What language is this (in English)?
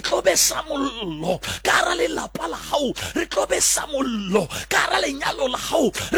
Southern Sotho